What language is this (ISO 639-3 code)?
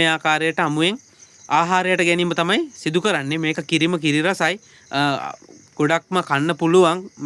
sin